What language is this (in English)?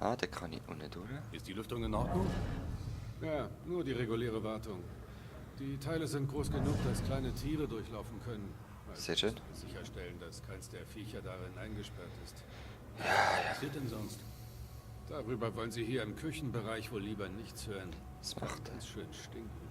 Swiss German